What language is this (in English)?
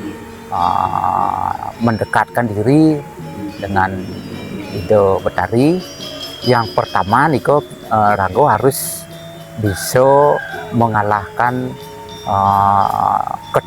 Balinese